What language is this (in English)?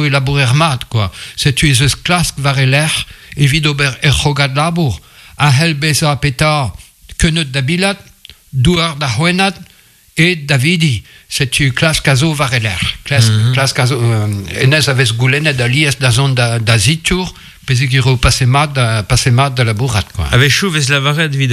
Breton